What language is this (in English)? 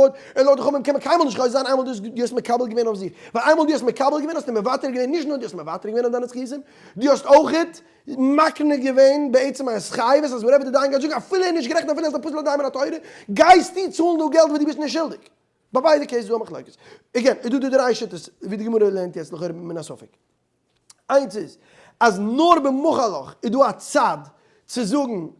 Yiddish